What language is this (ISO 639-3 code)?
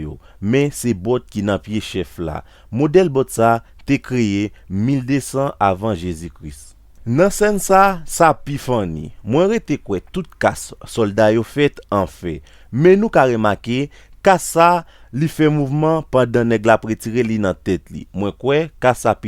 hat